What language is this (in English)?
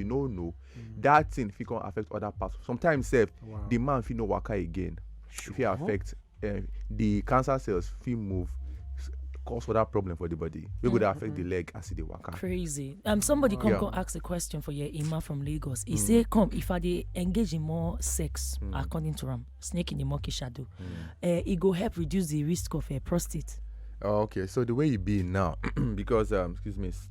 Nigerian Pidgin